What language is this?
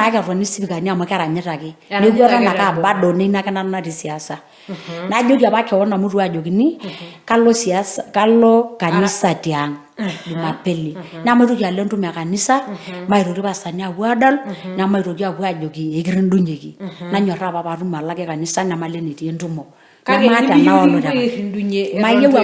Masai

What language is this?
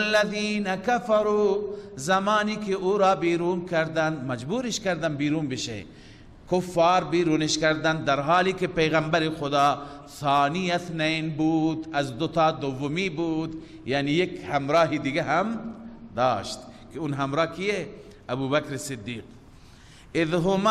Persian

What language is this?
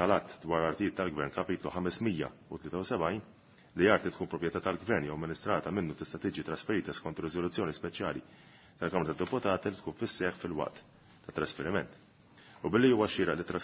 Maltese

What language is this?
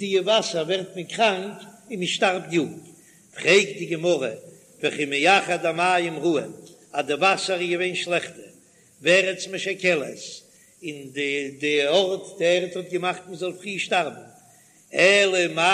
Yiddish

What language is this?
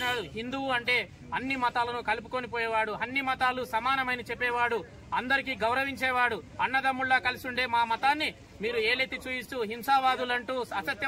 Telugu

